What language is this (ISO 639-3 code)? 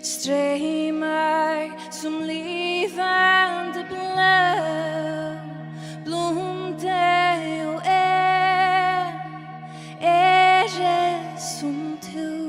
fao